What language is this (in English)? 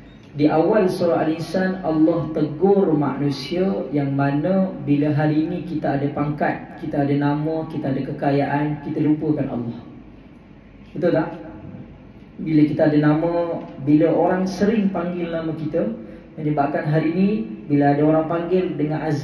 Malay